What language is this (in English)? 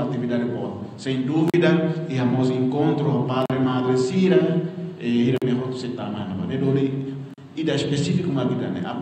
Tetum